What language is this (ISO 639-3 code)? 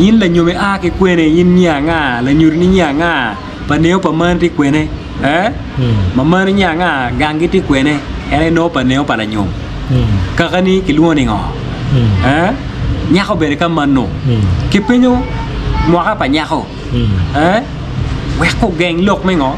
ach